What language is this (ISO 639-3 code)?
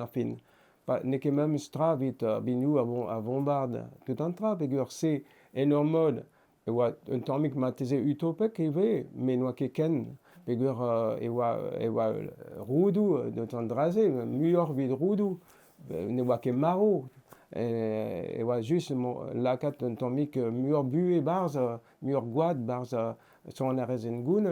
bre